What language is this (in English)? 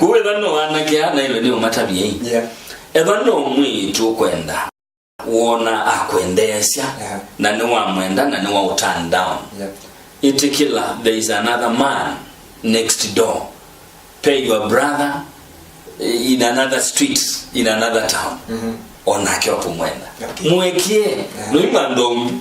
Kamba